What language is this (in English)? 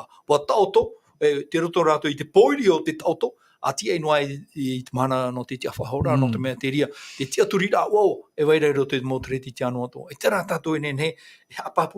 Tahitian